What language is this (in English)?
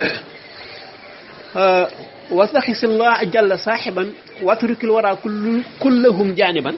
Wolof